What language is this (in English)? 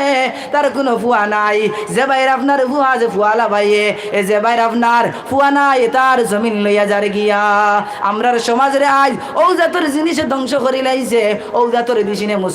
Sylheti